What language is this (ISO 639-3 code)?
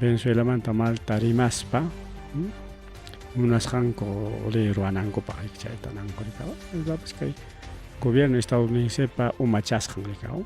quy